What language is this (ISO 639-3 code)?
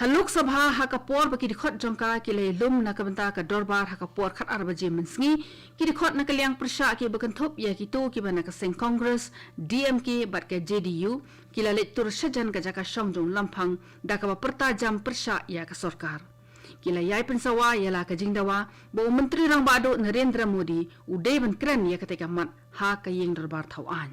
kha